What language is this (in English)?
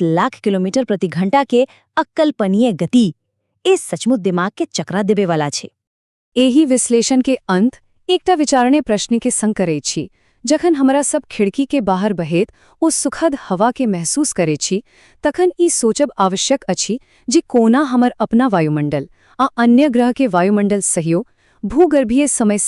Maithili